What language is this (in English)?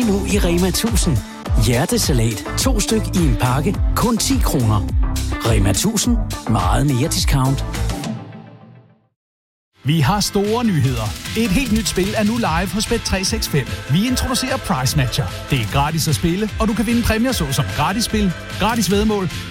Danish